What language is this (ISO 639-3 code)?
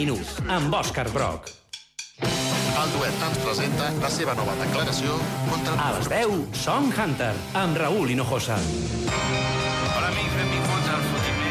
cat